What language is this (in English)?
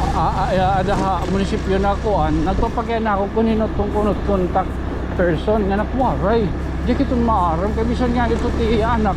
Waray